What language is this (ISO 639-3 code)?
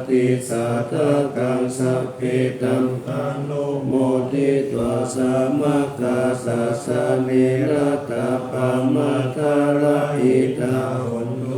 pli